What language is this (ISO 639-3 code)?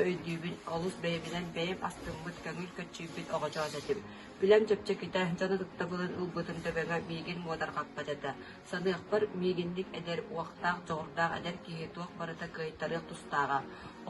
sah